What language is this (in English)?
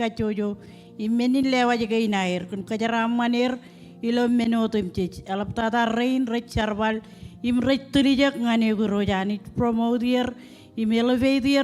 Marshallese